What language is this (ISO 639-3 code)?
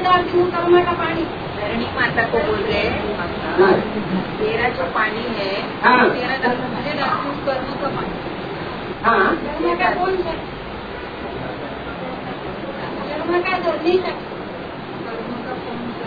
hin